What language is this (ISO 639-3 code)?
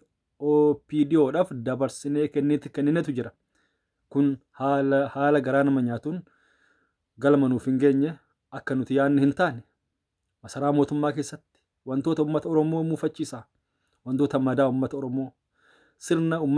orm